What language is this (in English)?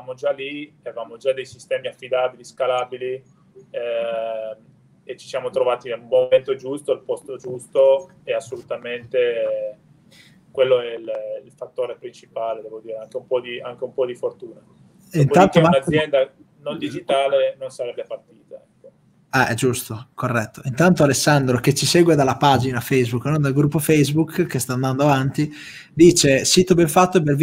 Italian